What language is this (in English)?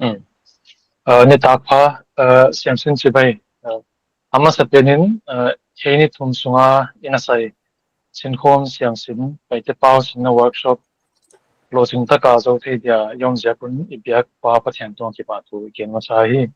Paite Chin